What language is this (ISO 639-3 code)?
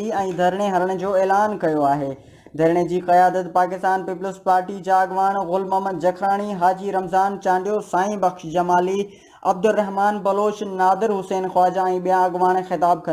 snd